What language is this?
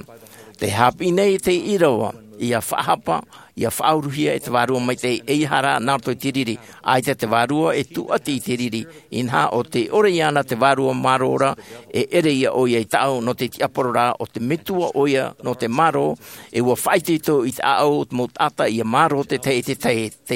Tahitian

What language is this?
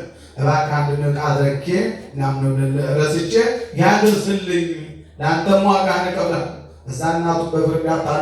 Amharic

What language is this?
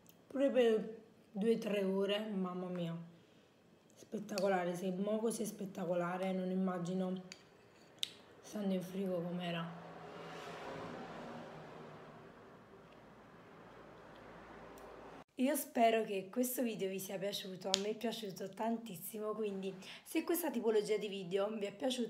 Italian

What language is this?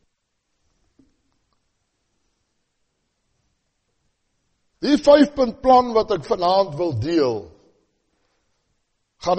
Afrikaans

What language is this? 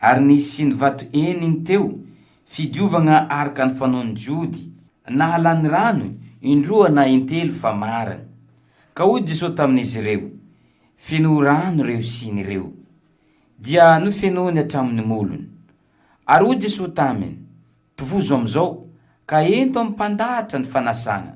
Malagasy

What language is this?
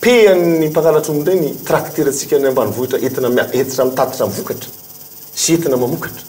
Malagasy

